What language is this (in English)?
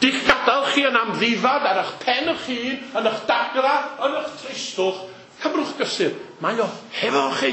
Welsh